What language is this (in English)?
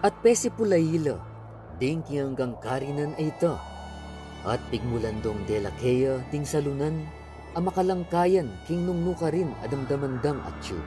Pampanga